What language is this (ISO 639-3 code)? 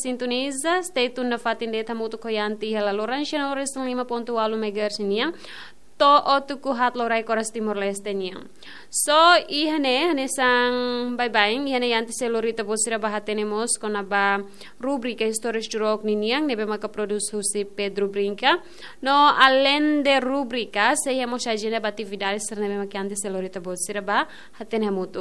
tet